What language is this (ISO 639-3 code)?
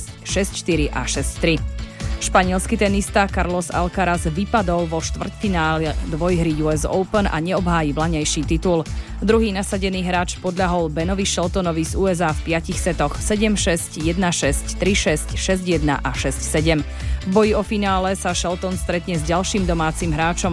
slk